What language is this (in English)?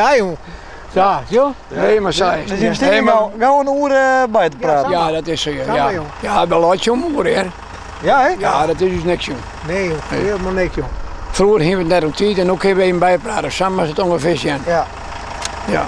Western Frisian